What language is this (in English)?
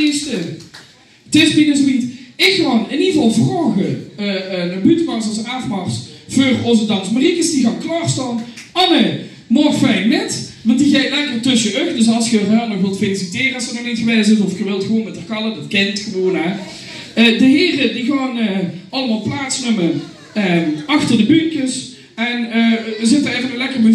Limburgish